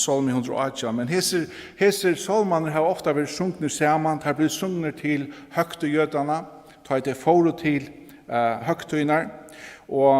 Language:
Faroese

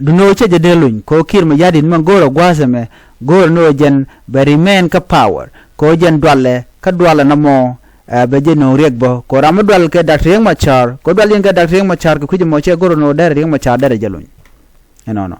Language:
Nuer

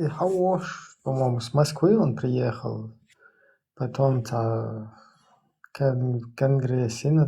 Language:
Chechen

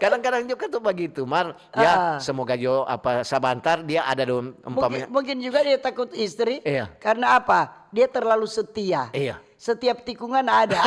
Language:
Manado Malay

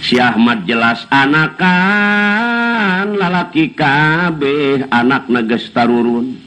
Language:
Sundanese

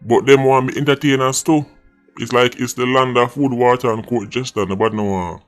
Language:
Jamaican Creole English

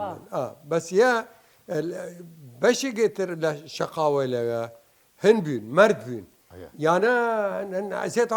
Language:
Southern Kurdish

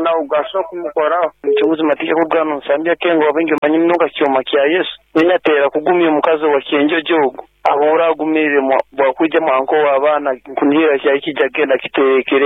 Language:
Nyoro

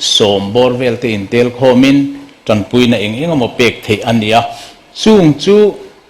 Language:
Mizo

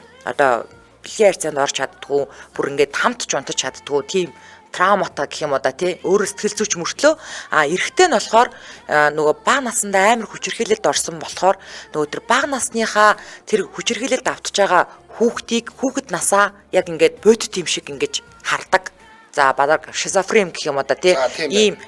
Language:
Mongolian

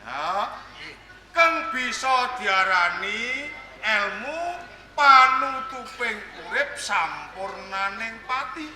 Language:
Javanese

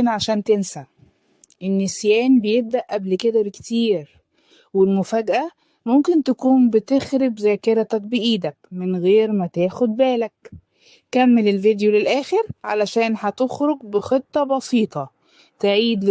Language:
Egyptian Arabic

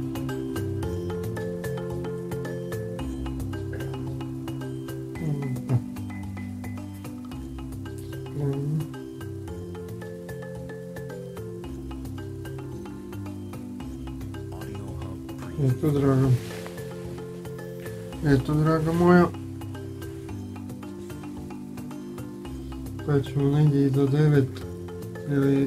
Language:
Croatian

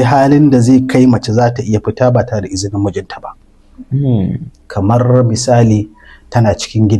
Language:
Hausa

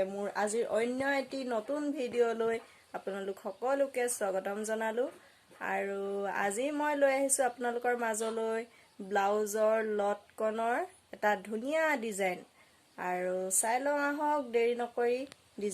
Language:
Assamese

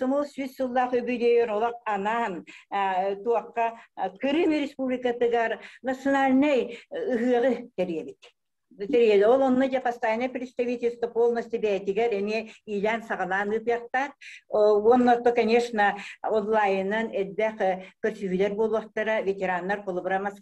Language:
Yakut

